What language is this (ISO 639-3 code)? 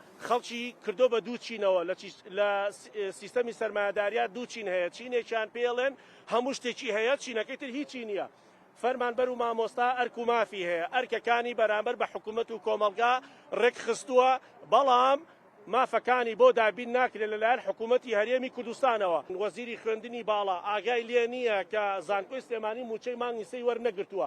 ckb